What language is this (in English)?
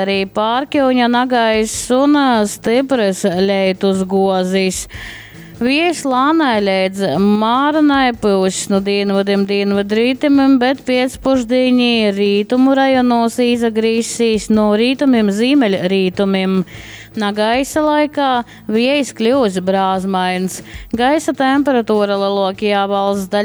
Latgalian